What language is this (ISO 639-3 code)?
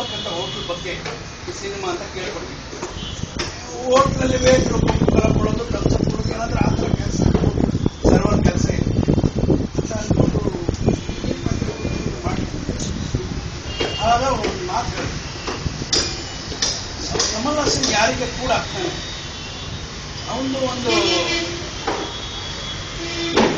kan